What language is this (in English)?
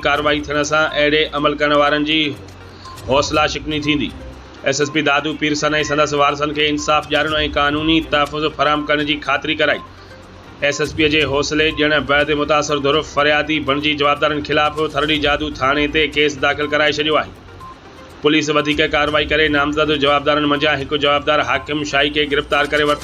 Sindhi